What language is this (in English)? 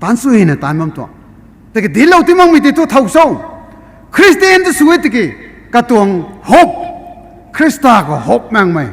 Rongmei Naga